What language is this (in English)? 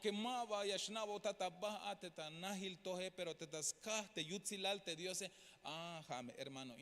Tzeltal